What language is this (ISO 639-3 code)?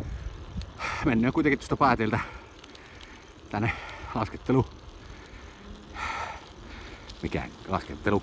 fin